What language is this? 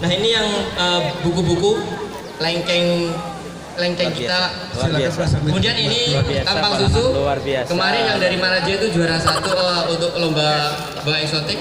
Banjar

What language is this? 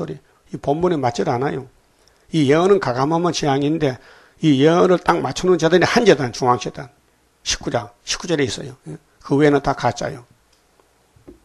Korean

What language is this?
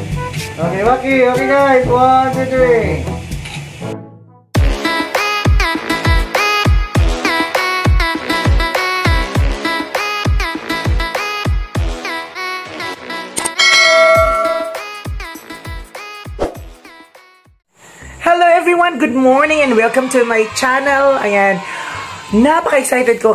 Filipino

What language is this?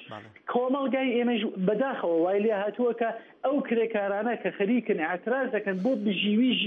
Central Kurdish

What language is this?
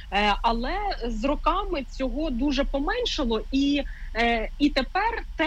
Ukrainian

